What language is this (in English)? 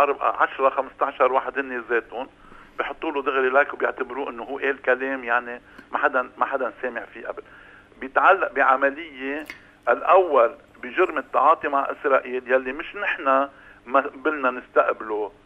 North Levantine Arabic